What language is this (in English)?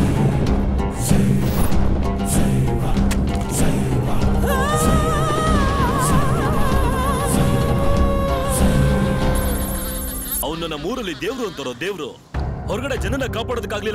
Kannada